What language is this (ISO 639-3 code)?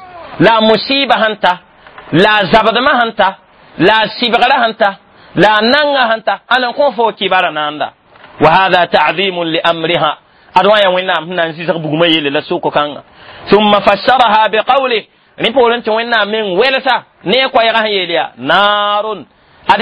mos